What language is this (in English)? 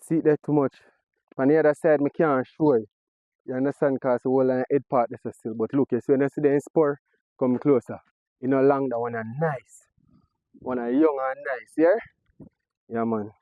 Jamaican Creole English